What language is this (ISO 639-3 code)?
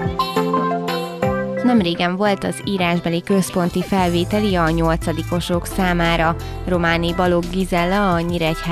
hun